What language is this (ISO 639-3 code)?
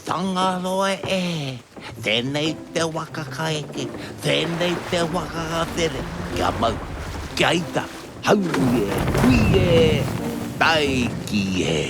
mri